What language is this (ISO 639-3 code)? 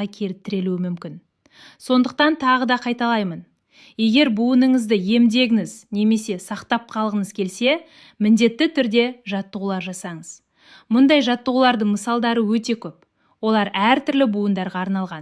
kaz